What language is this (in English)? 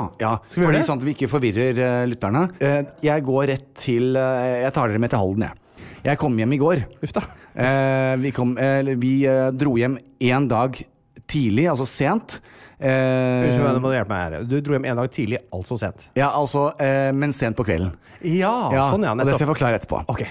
Norwegian